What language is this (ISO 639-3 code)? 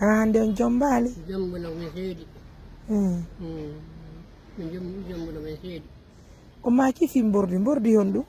ful